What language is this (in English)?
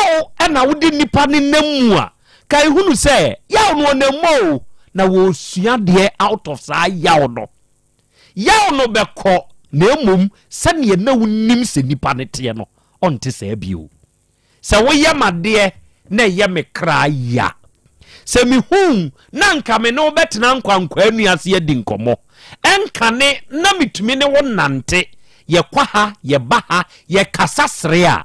Akan